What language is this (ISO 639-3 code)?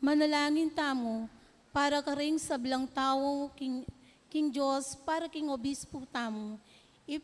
pam